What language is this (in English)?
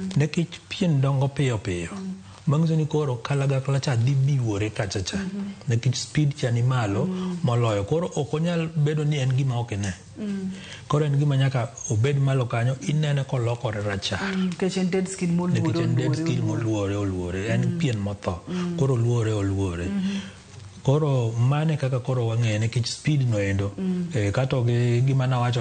Luo (Kenya and Tanzania)